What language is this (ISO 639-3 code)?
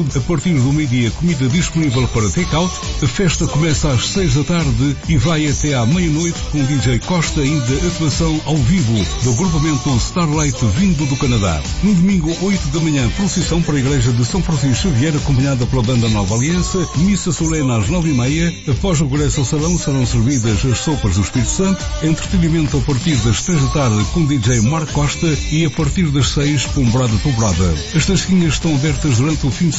por